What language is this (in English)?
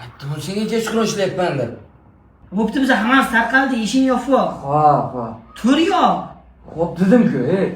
Uzbek